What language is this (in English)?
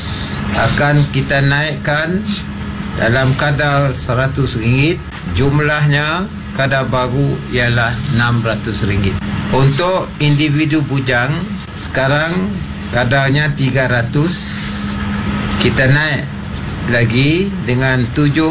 Malay